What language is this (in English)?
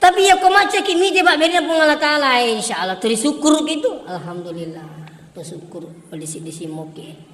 Buginese